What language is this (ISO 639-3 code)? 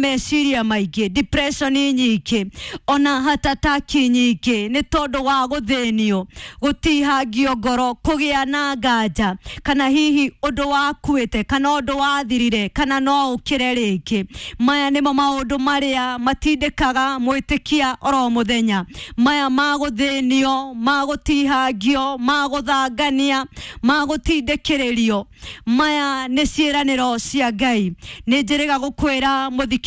kik